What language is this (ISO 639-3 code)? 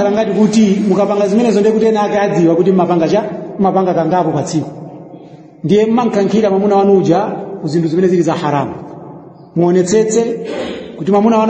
nya